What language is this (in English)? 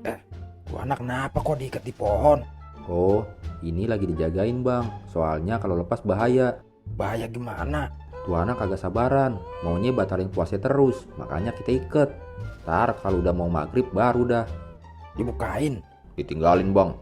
Betawi